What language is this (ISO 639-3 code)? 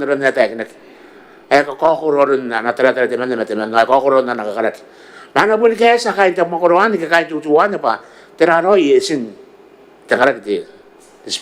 gil